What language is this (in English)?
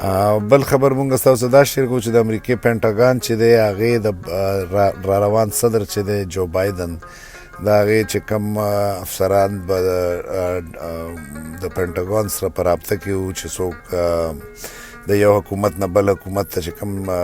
Pashto